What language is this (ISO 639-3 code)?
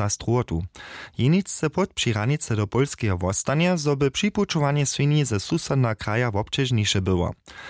hsb